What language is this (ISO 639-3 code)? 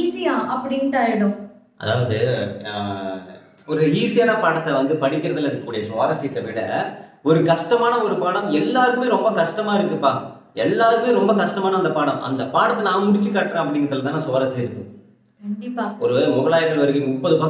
tam